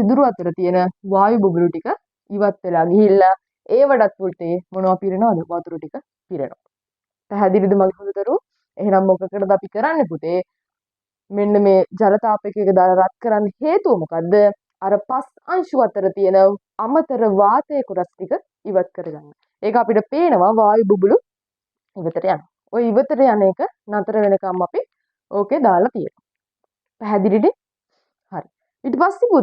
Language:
Sinhala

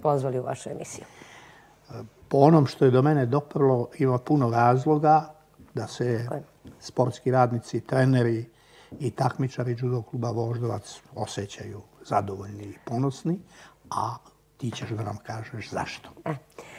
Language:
Serbian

